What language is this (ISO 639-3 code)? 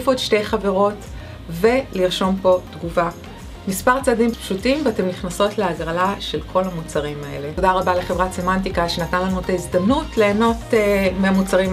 heb